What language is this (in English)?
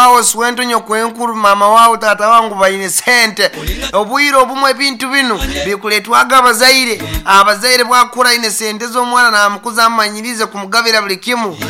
Nyoro